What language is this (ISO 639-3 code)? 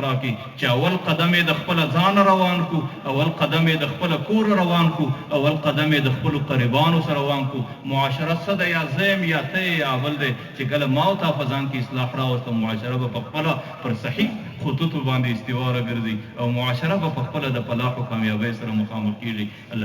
pus